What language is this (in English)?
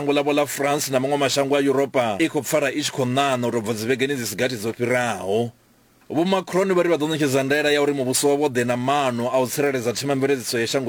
Venda